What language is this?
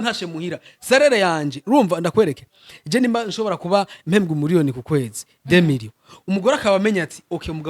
Rundi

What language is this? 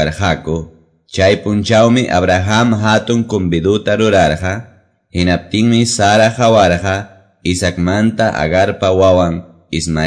Quechua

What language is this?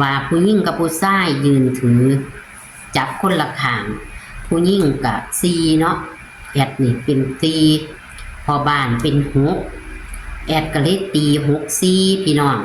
Northeastern Thai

